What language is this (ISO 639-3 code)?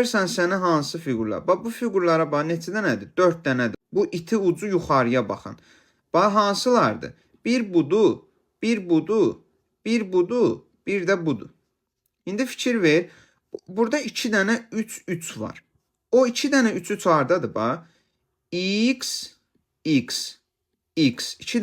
aze